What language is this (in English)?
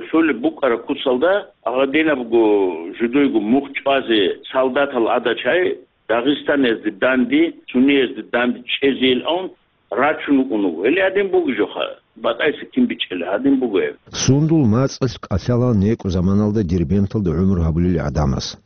Avaric